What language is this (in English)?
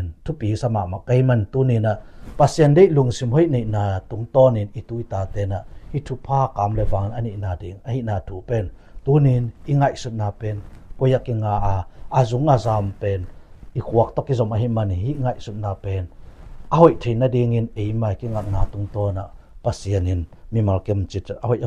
Tedim Chin